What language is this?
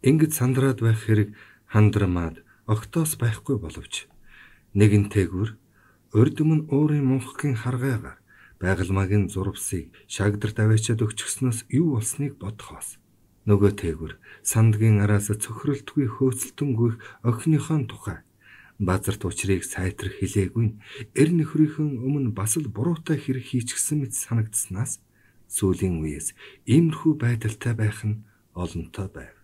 Mongolian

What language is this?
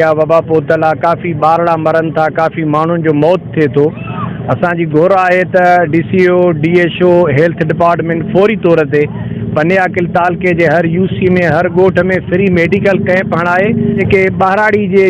Sindhi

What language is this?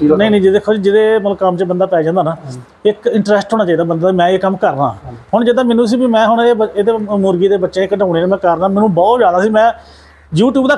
Punjabi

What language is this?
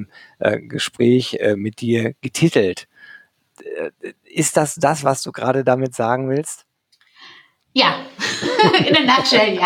German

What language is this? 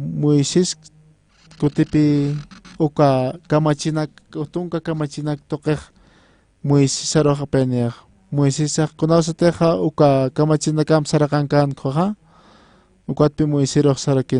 Aymara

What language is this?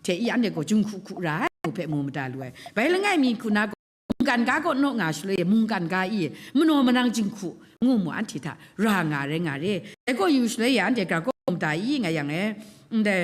Kachin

